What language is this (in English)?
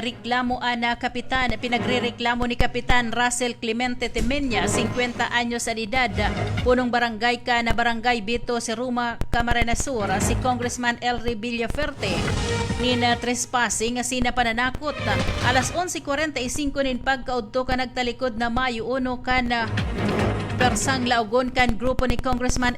Bikol